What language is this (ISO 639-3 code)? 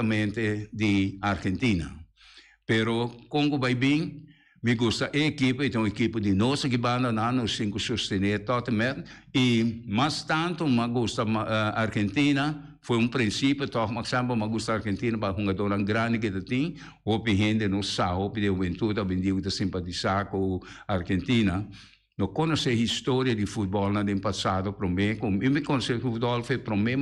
pap